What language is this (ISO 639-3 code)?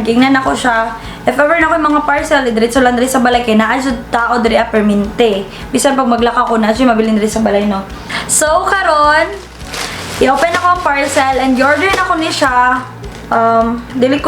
ceb